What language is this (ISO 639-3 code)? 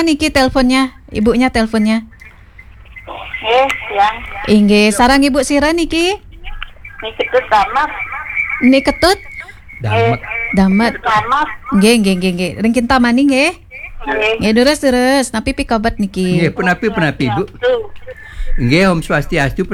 ban